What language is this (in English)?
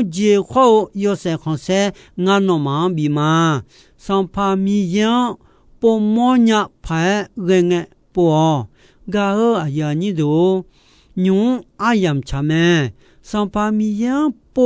Akha